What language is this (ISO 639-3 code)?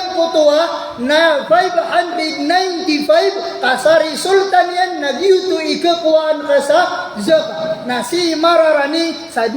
mrw